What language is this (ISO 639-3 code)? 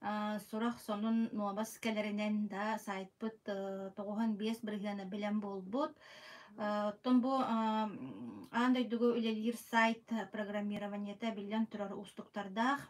sah